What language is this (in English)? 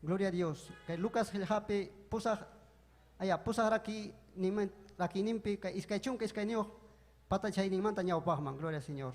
Ayacucho Quechua